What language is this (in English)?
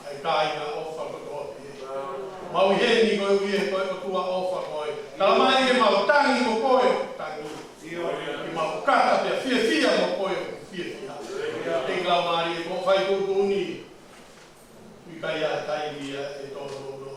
Tongan